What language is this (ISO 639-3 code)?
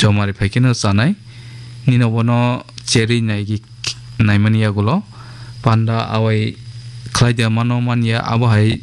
trp